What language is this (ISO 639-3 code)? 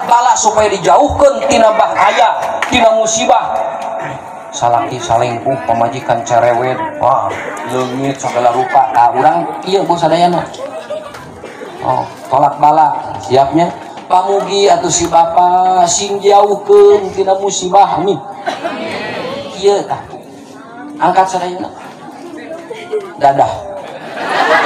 sun